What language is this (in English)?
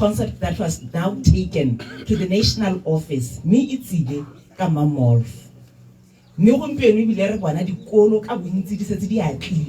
Tswana